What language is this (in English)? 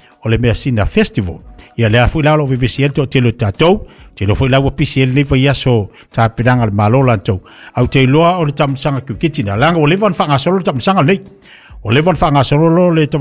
Samoan